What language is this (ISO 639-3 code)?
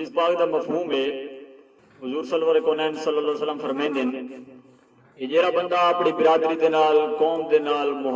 skr